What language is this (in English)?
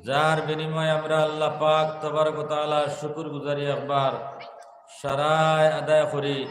Sylheti